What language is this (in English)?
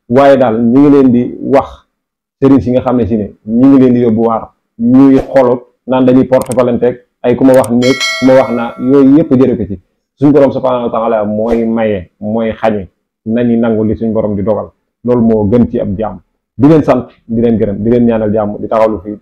Wolof